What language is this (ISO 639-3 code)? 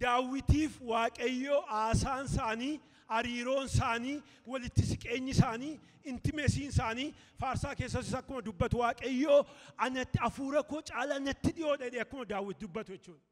orm